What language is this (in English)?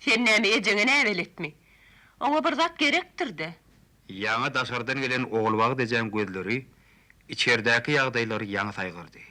Turkmen